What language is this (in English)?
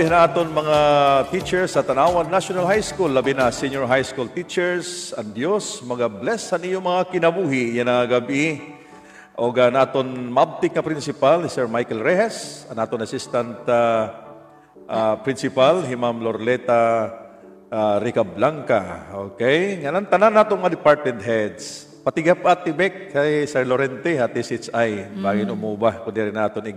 Waray